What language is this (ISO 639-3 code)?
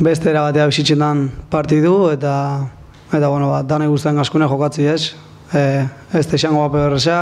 eus